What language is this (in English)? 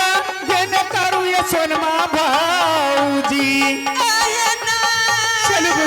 Angika